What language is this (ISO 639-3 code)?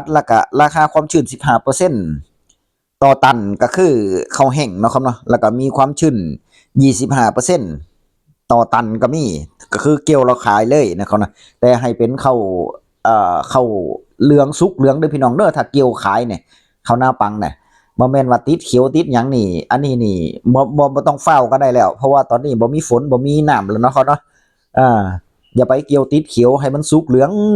tts